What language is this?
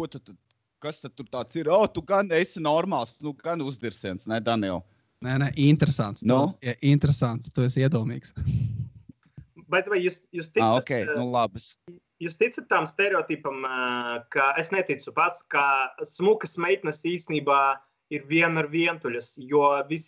Latvian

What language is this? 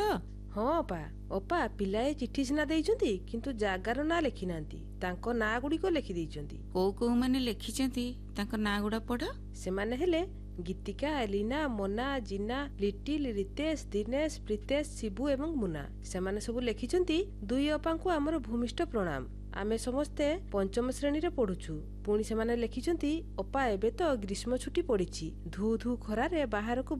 Odia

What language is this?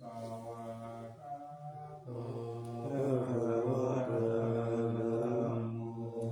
Pali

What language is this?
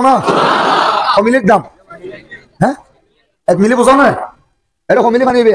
Rohingya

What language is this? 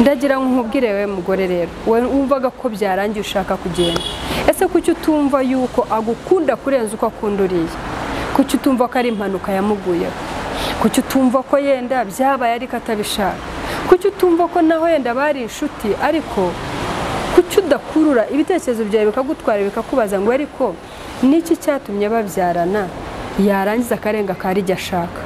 Kinyarwanda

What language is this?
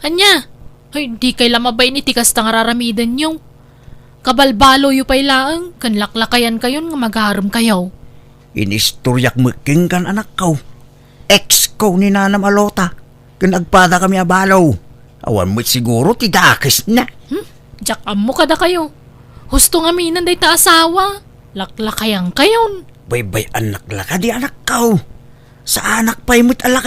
Iloko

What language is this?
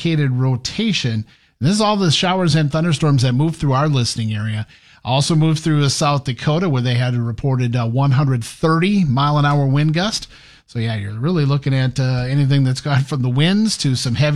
English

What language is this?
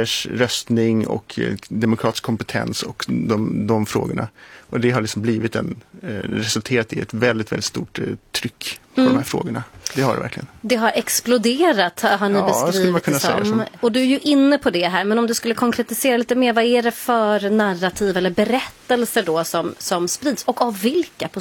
Swedish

